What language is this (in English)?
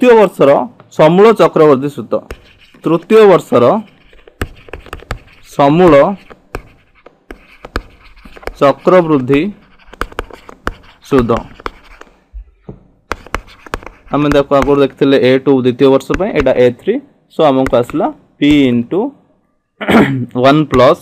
Odia